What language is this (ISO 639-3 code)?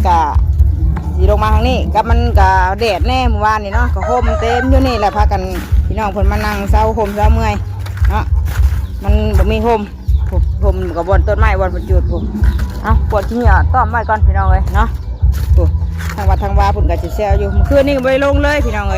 tts